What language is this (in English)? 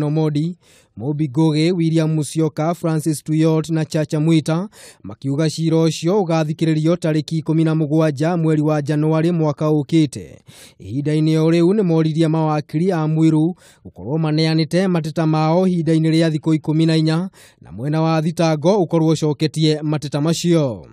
Kikuyu